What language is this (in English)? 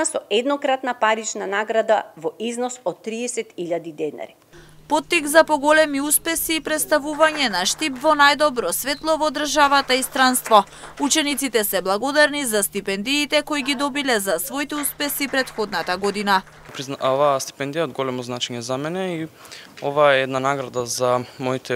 Macedonian